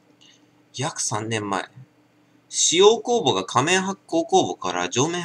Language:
Japanese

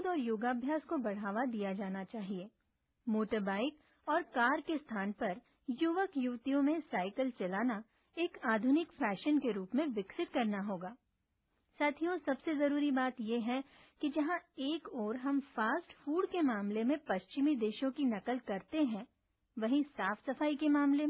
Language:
Hindi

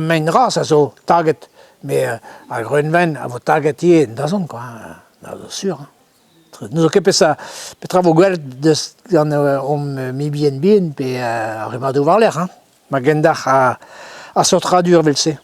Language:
Breton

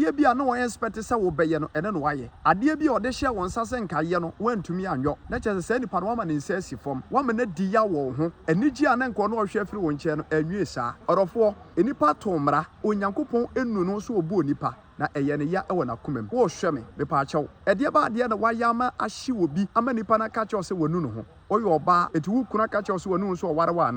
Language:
Akan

